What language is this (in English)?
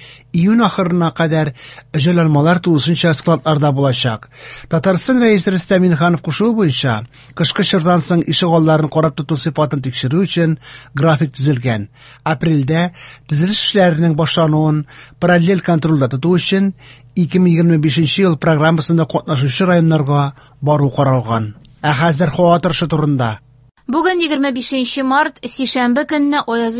Tatar